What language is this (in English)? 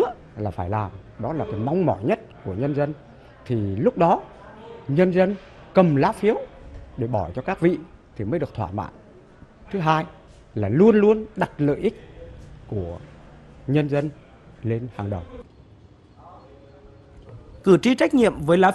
Vietnamese